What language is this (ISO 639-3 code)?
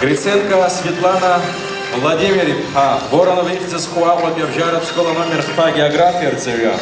abk